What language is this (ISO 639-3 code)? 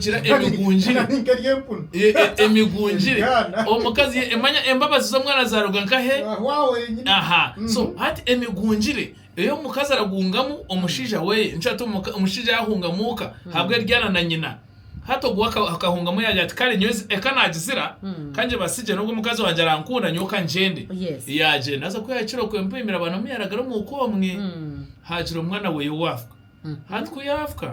nyn